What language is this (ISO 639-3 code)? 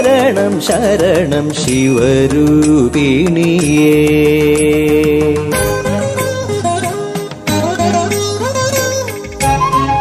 mal